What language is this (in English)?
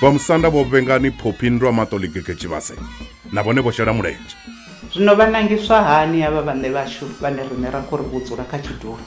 Venda